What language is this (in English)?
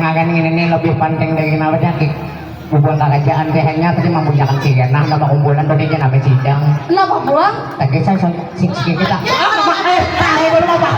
Banjar